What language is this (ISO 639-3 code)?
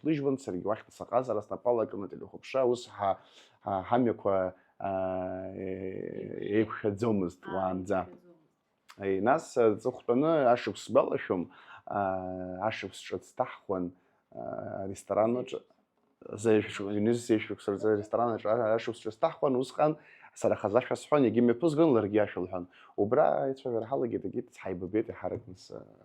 abk